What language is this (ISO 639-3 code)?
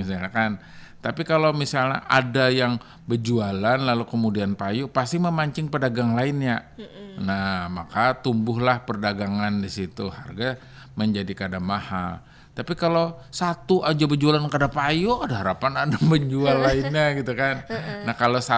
bjn